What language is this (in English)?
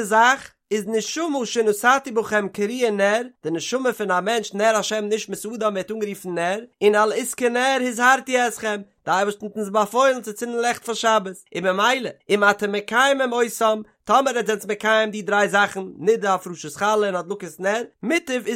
Yiddish